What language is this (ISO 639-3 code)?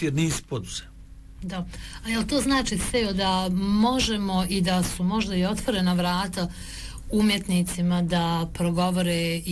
bos